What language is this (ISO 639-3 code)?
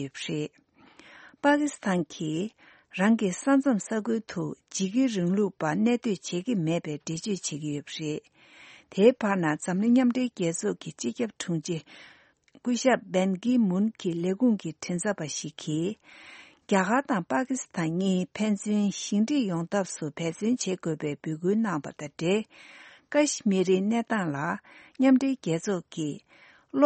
bod